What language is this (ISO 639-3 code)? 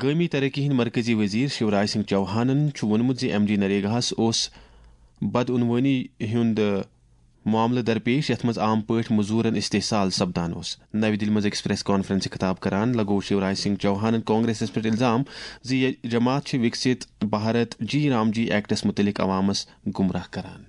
kas